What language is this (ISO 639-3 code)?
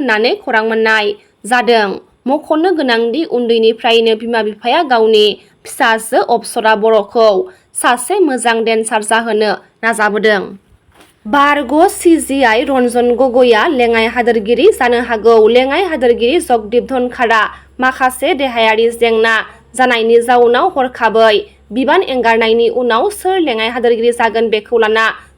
brx